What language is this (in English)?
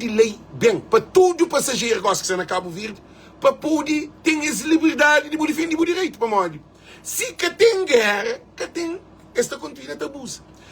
Kabuverdianu